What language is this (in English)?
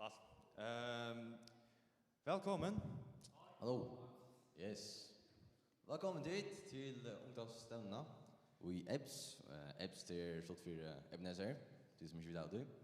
Faroese